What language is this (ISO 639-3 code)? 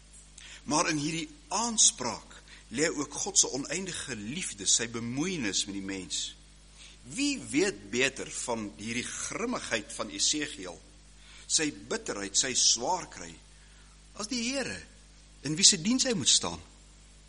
afr